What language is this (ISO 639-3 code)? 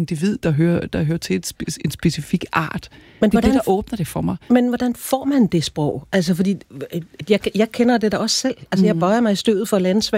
dan